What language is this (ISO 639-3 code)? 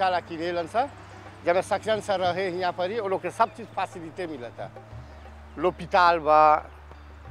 bho